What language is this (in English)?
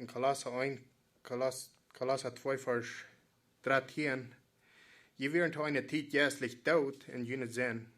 Plautdietsch